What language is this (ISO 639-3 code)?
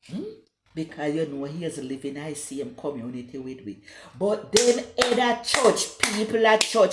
jam